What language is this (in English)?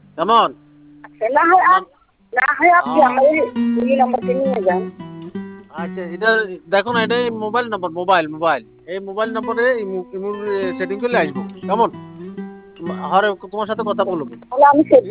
Bangla